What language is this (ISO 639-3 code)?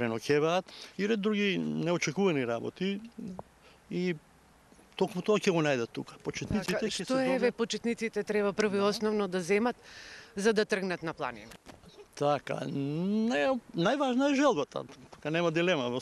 mkd